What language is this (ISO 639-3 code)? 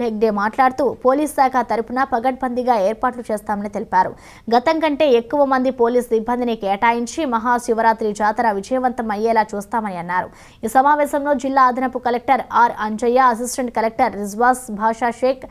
tel